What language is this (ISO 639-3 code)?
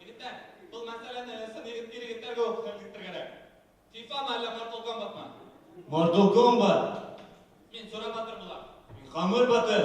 bak